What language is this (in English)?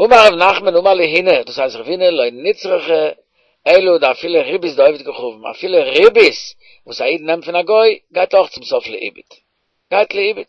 Yiddish